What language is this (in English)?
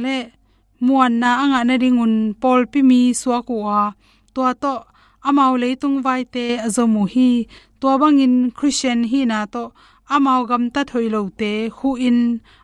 Tedim Chin